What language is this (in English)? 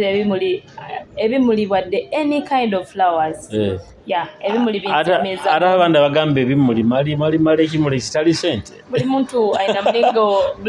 Nyoro